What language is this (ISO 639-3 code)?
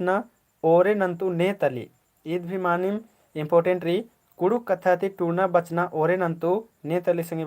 kru